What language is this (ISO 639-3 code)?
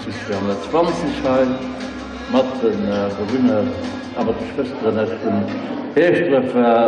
ltz